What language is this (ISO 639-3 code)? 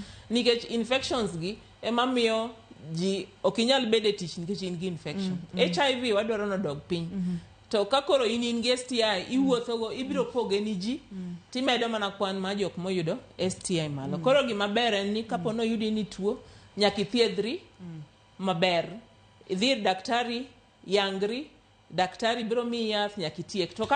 luo